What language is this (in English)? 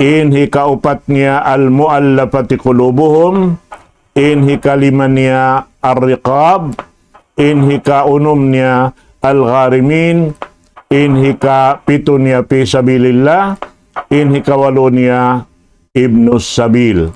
Tausug